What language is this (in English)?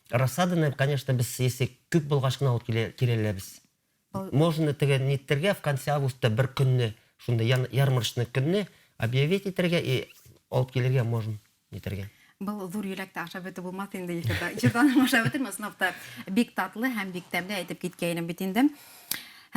Bashkir